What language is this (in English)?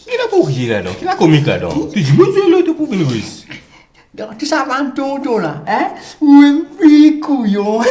Morisyen